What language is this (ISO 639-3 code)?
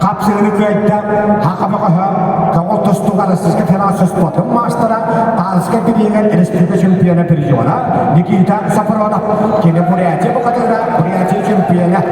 sah